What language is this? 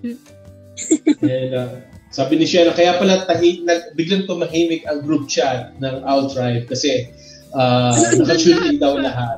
Filipino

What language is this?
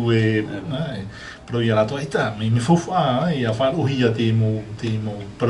Tahitian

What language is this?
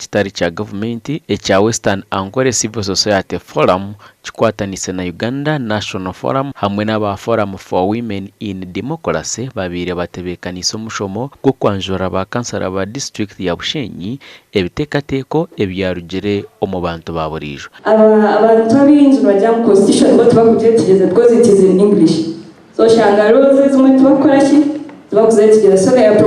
Nyankole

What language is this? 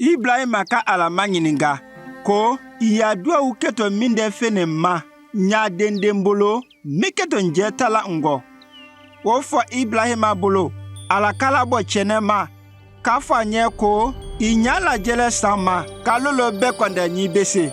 Konyanka Maninka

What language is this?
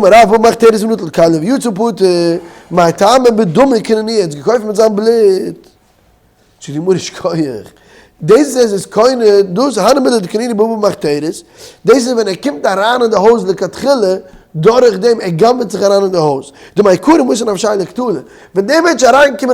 Yiddish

